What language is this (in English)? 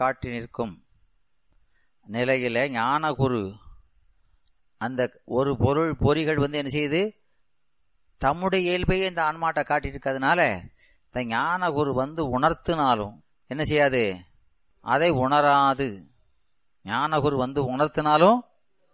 Tamil